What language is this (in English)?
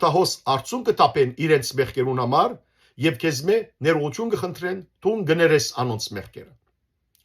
Western Armenian